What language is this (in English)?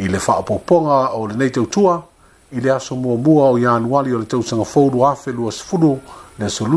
Samoan